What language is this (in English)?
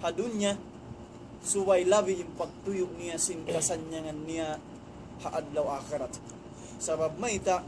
Tausug